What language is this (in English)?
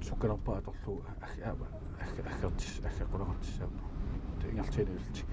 Kalaallisut